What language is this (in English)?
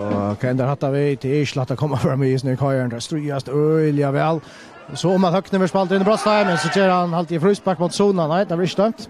Faroese